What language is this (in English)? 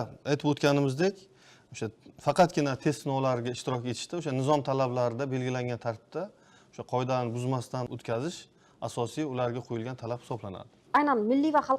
Uzbek